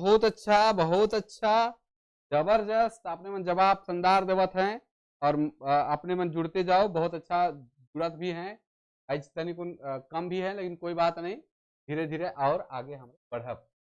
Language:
Sadri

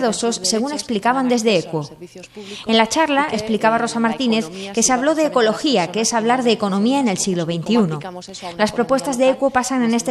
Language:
Spanish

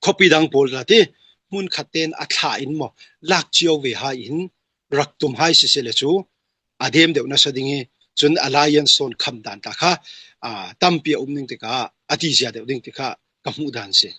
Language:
Falam Chin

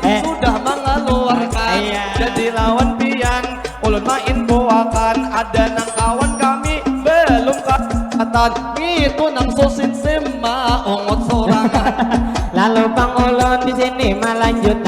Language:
Banjar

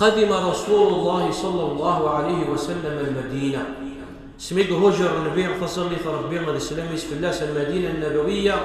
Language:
Kabyle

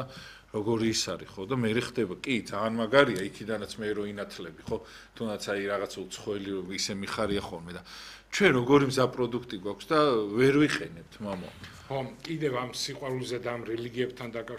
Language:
Georgian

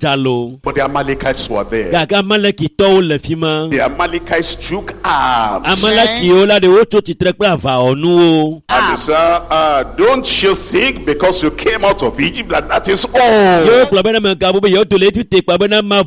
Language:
Ewe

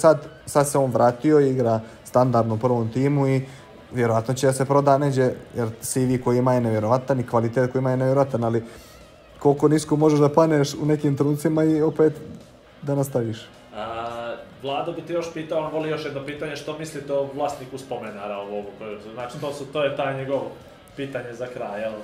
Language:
Bosnian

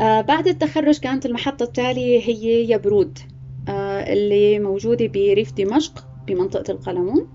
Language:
North Levantine Arabic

